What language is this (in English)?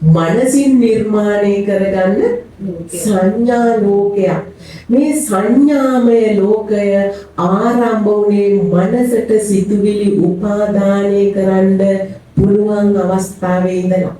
Sinhala